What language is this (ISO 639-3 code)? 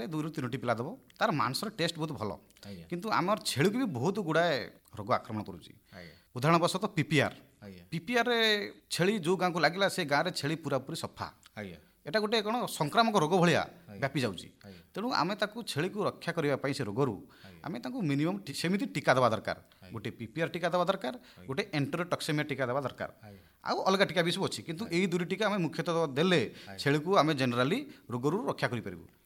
ori